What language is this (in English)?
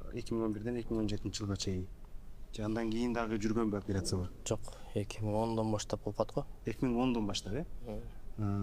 Kyrgyz